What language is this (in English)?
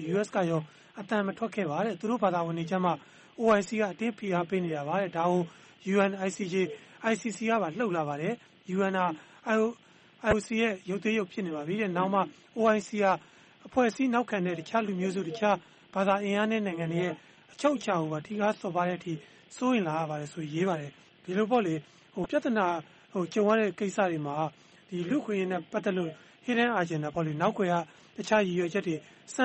Burmese